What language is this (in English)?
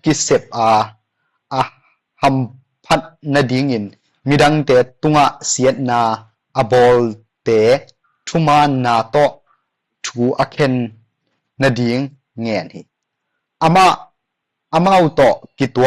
Tedim Chin